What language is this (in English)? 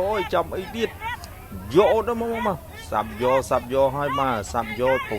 Khmer